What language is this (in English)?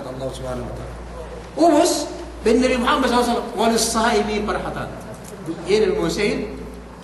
Yakan